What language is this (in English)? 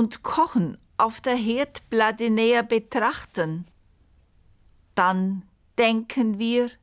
German